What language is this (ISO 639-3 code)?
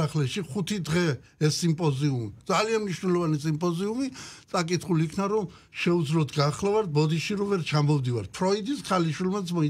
kat